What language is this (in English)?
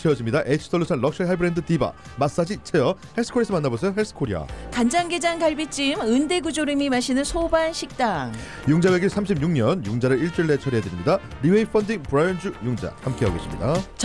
Korean